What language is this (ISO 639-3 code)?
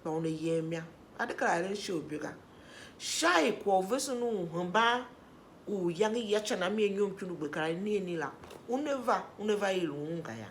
tiv